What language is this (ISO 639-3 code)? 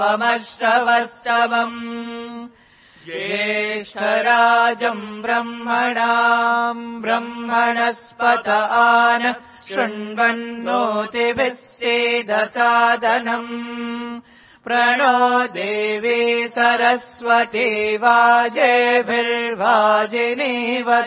san